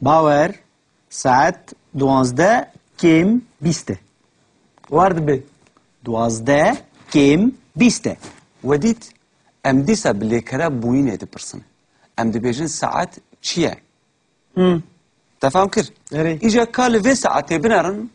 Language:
Kurdish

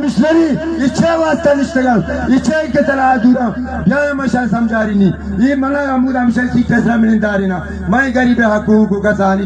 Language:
Baluchi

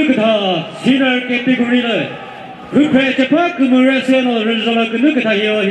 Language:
Chokri Naga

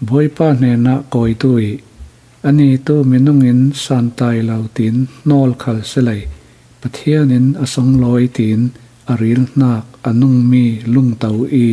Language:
Falam Chin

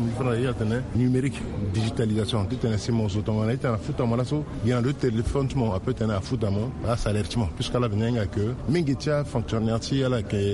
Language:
Sango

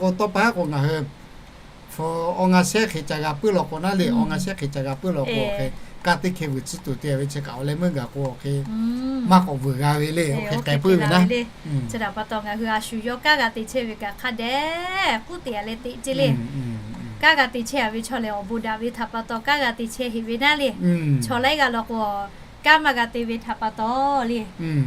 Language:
Lahu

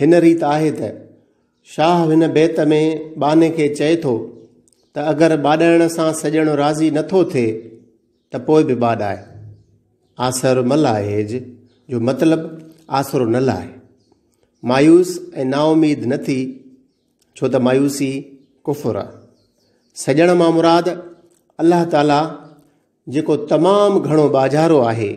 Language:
Sindhi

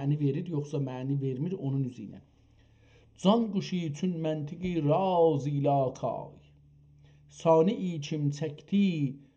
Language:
South Azerbaijani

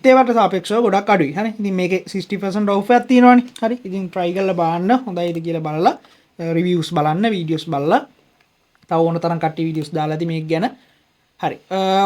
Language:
Sinhala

